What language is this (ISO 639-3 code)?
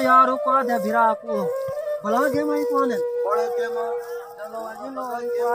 skr